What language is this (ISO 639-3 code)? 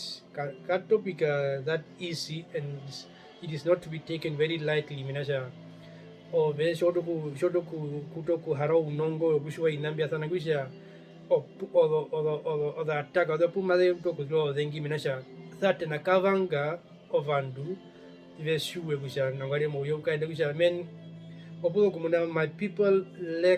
her